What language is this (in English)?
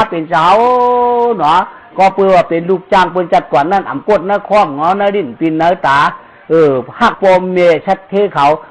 Shan